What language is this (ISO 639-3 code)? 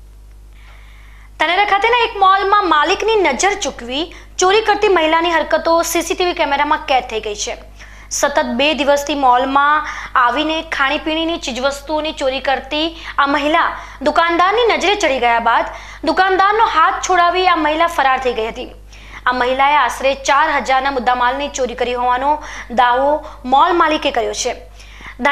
guj